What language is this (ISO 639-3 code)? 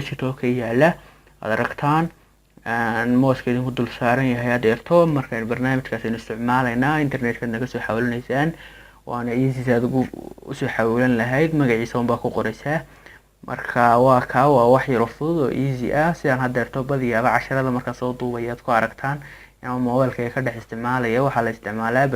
som